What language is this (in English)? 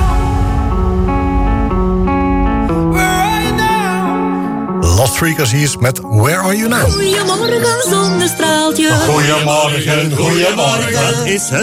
Dutch